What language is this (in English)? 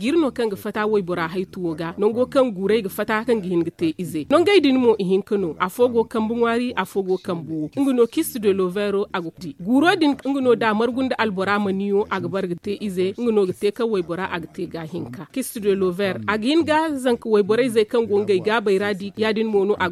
Zarma